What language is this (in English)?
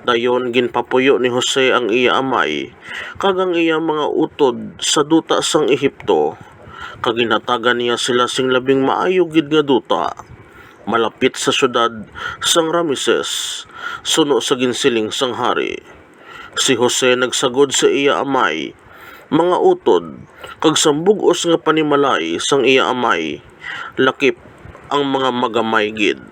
Hiligaynon